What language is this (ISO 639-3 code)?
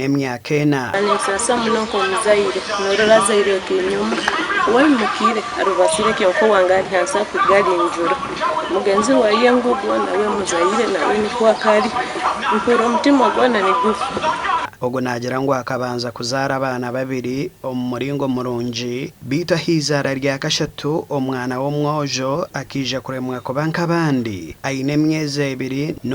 nyn